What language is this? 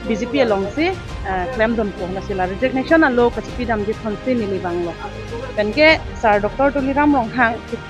Karbi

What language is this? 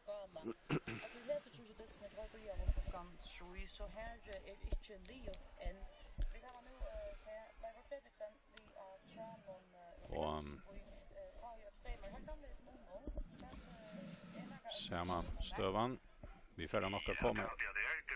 Faroese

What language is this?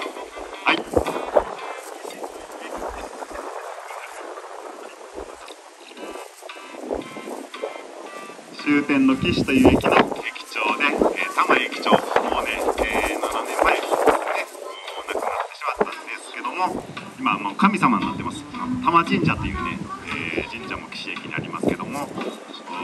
Japanese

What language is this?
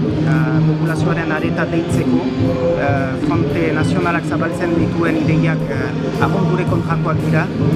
Basque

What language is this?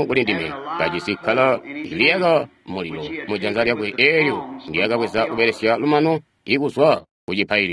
Tonga (Zambia)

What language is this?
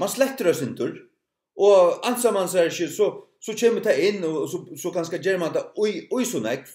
Faroese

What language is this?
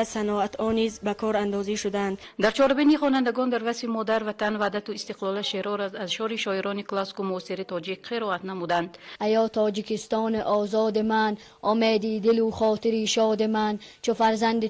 Tajik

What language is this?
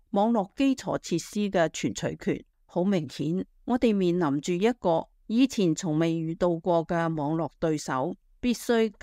Cantonese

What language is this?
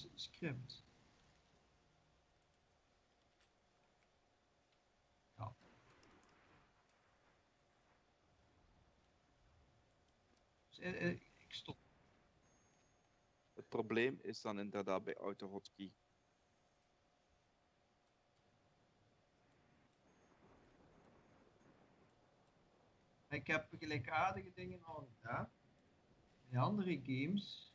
Dutch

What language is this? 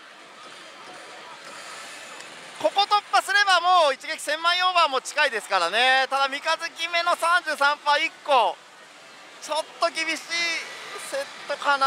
Japanese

